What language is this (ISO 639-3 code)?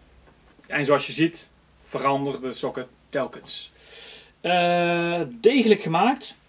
nld